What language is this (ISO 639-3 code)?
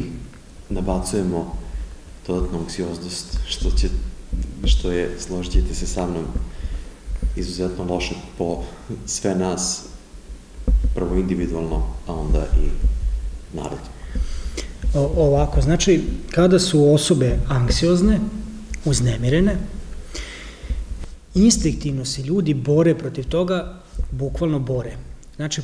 srp